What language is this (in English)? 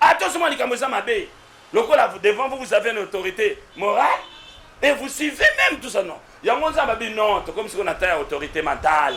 Lingala